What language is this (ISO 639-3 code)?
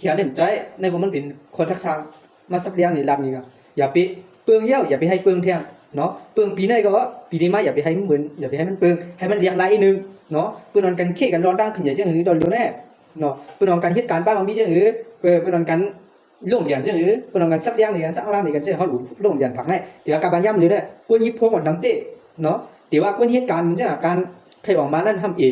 shn